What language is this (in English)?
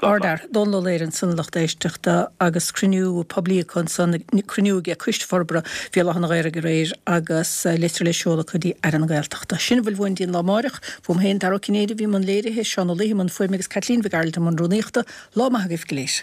Irish